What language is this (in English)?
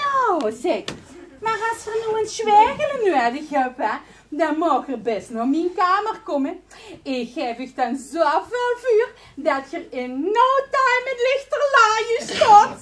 Limburgish